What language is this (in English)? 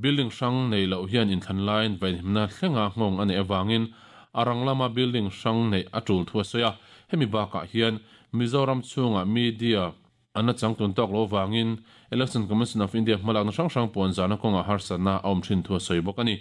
Mizo